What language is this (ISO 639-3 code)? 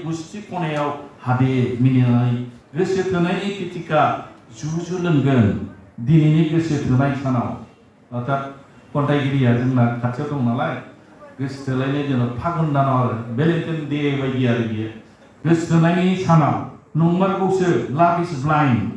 brx